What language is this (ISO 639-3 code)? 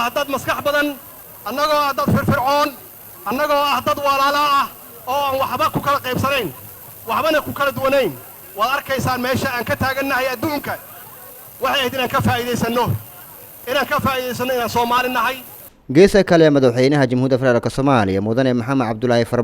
som